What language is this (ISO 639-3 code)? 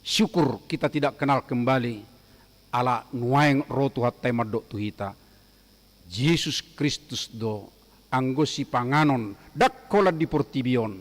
bbc